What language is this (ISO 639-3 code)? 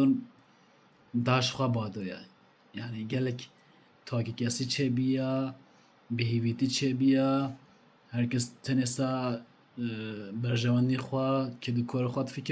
kur